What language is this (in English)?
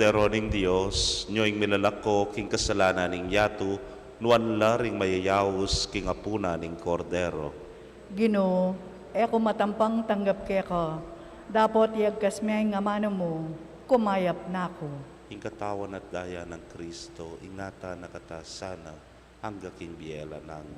Pampanga